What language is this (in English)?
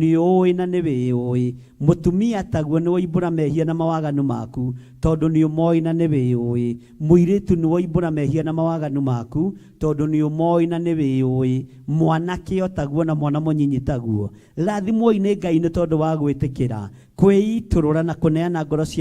Kikuyu